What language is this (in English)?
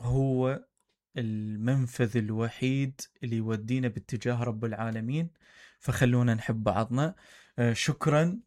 Mesopotamian Arabic